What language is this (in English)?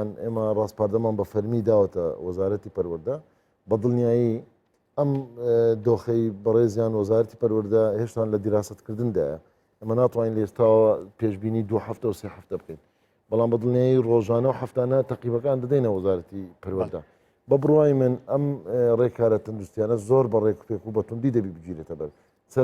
Central Kurdish